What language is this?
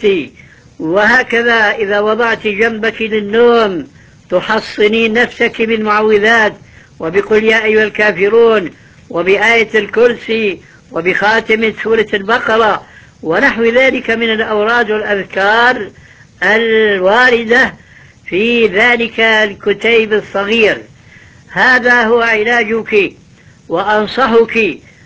Arabic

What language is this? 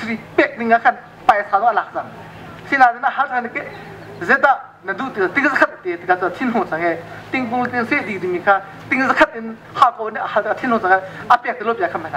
Hakha Chin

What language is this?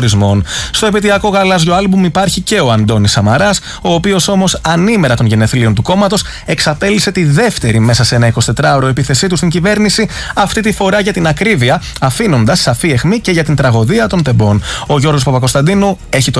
Greek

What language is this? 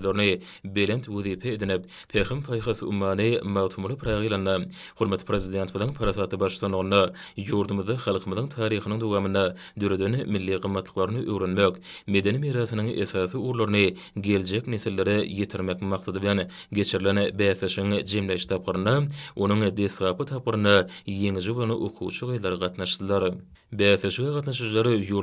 Turkmen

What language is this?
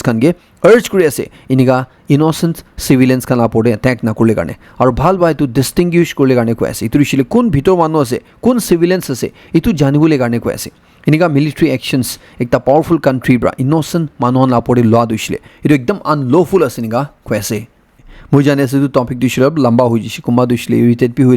Naga Pidgin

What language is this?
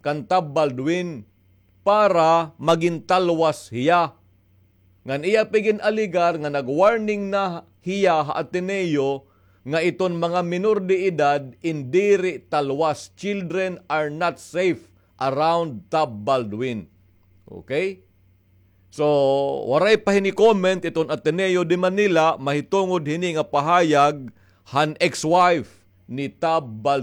Waray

